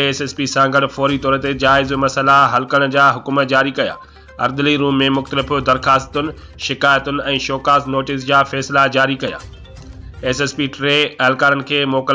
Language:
Sindhi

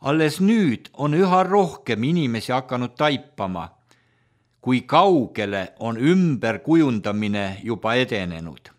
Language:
Estonian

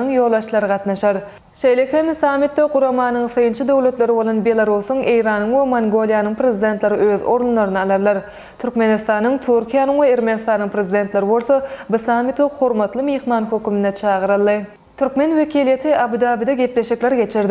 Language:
Turkmen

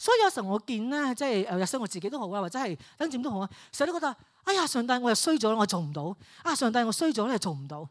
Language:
Cantonese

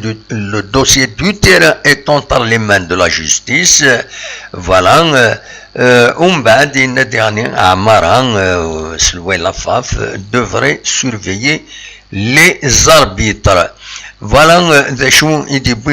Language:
Kabyle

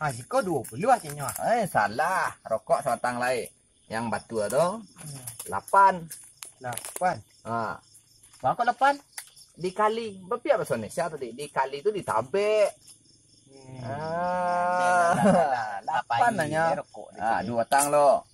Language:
Minangkabau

